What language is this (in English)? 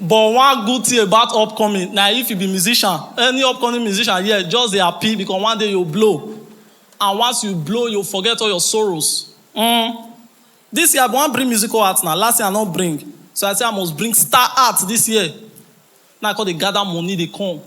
Nigerian Pidgin